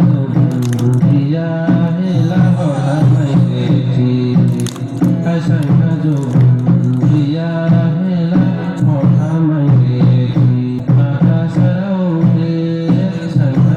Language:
Dimasa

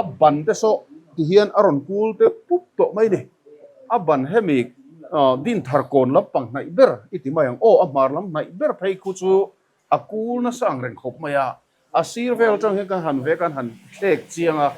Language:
Mizo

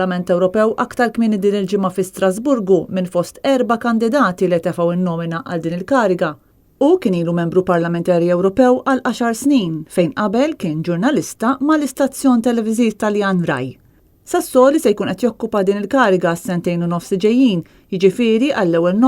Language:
Maltese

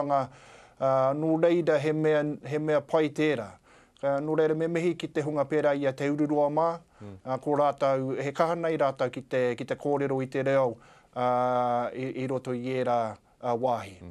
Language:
Māori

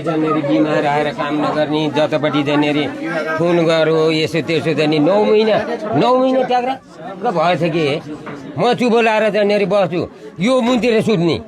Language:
Nepali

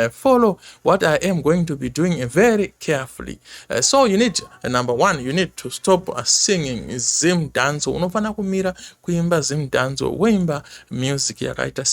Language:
Shona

